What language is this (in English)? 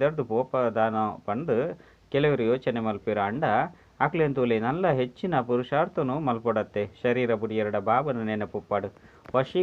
Tulu